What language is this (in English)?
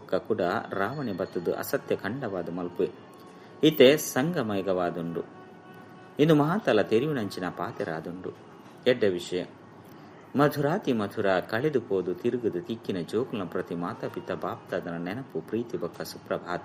Tulu